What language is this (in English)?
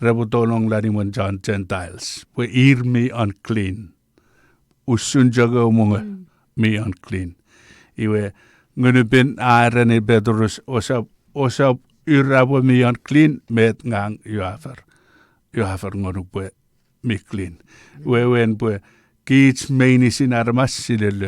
Chuukese